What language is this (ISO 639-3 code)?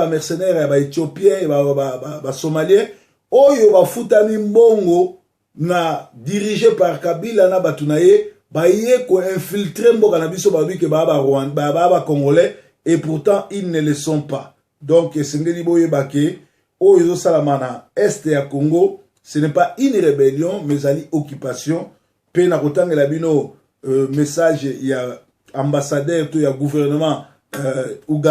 lin